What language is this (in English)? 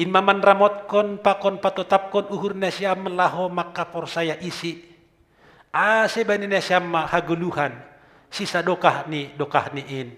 Batak Simalungun